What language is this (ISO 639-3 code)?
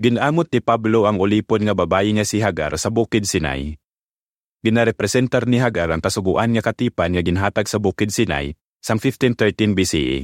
hil